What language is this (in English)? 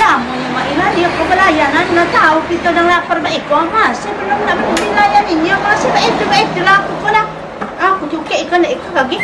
Musi